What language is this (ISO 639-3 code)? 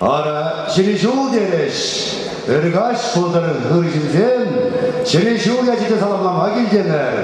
chv